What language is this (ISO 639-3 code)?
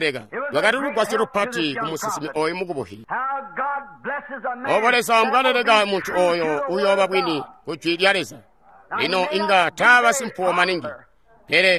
toi